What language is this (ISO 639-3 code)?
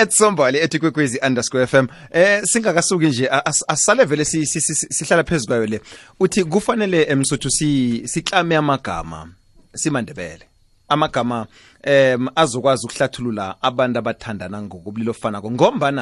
nbl